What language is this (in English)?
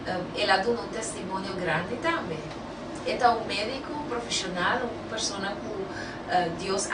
Papiamento